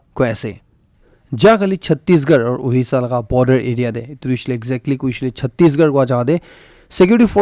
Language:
Naga Pidgin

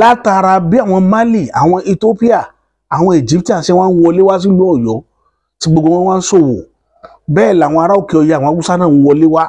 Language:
Yoruba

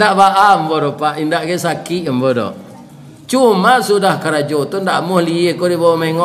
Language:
Minangkabau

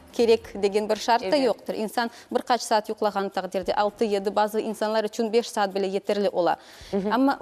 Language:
Crimean Tatar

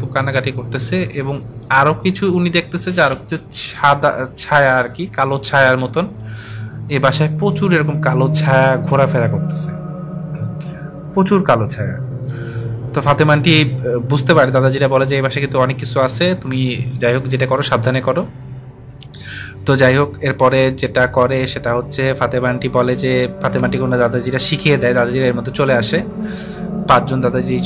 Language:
Bangla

